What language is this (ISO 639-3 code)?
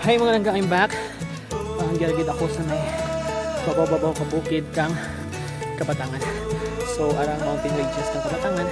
hil